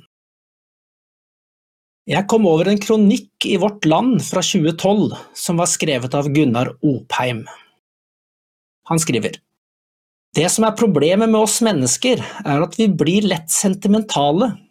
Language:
Norwegian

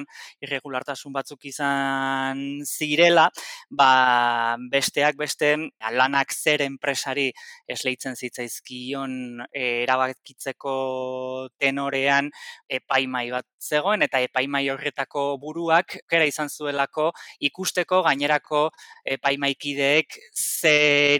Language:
Basque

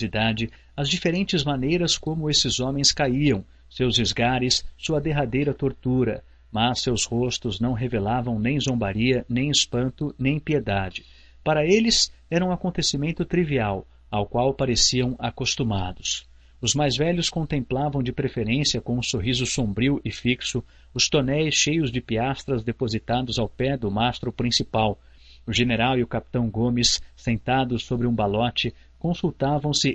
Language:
Portuguese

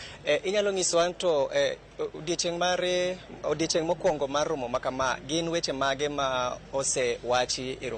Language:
Luo (Kenya and Tanzania)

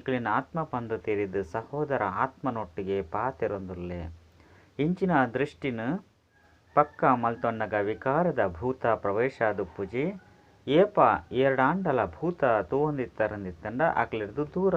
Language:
Tulu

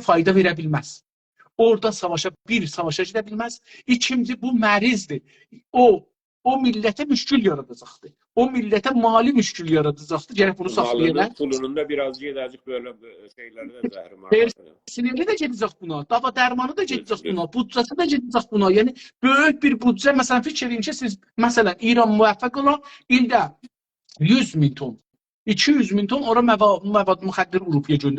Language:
South Azerbaijani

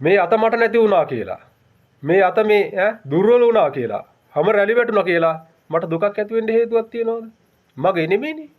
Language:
Sinhala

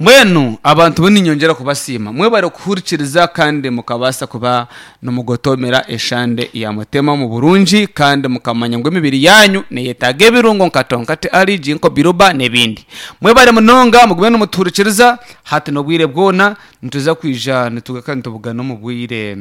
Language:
Nyankole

